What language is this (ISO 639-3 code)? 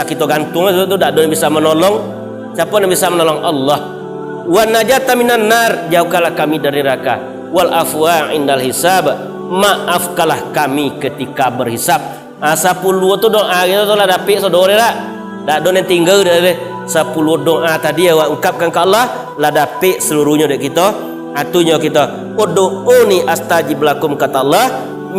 min